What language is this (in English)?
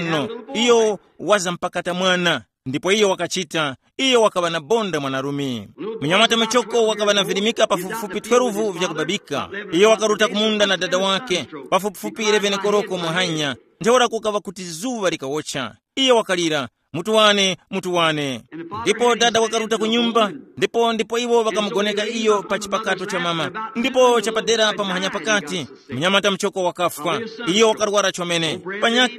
Tumbuka